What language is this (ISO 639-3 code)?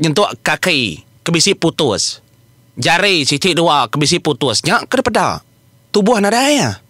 iba